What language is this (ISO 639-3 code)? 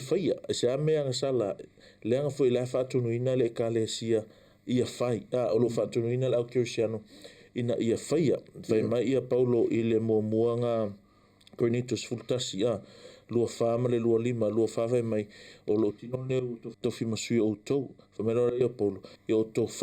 smo